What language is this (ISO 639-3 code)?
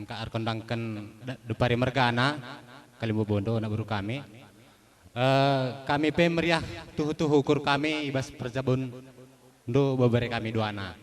btx